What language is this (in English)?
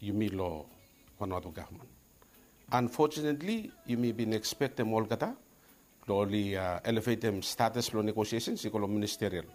Bislama